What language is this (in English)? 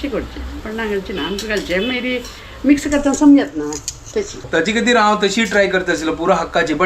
Konkani